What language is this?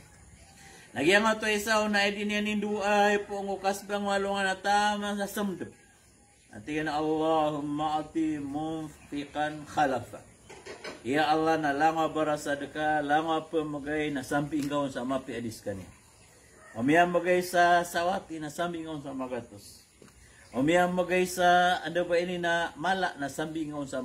Maranao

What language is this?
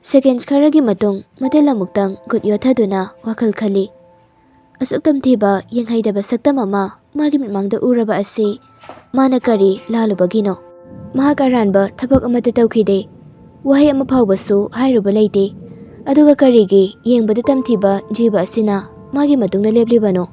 Manipuri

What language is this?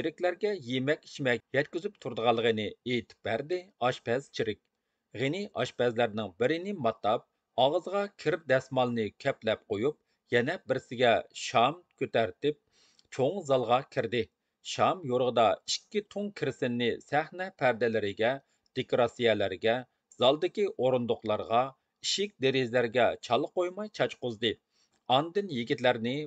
Uyghur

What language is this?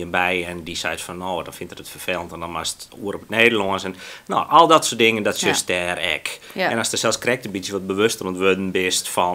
Western Frisian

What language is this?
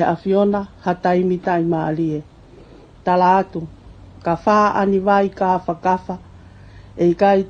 Tongan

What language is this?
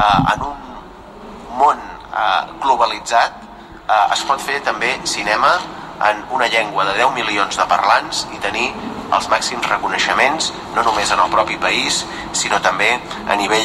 Catalan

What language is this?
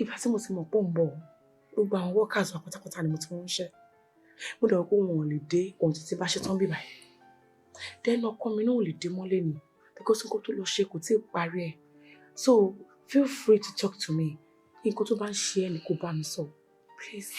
Yoruba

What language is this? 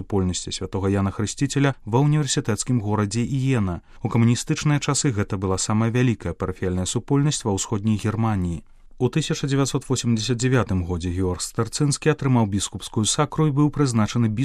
Belarusian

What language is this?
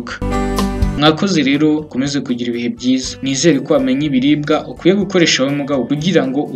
Kinyarwanda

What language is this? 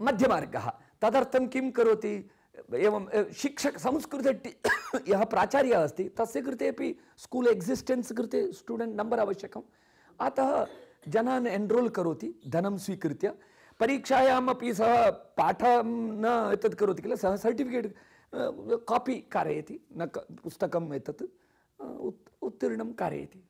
Sanskrit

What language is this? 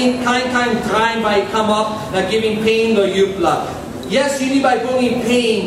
Tok Pisin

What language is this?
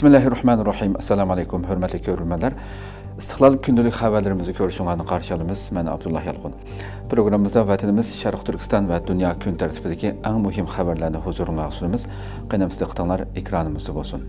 Uyghur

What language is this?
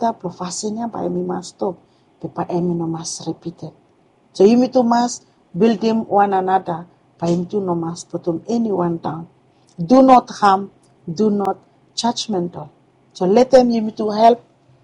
Bislama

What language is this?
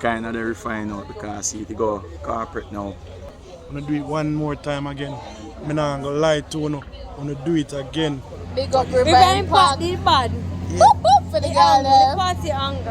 Jamaican Creole English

